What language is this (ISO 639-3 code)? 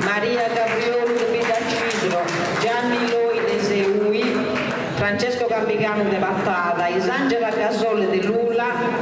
srd